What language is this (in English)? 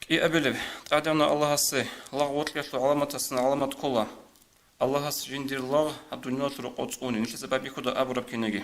Avaric